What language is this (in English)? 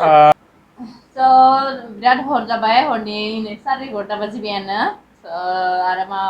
Bodo